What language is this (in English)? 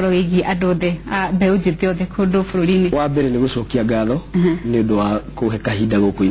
Kikuyu